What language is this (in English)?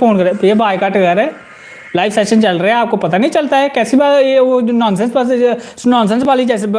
Dogri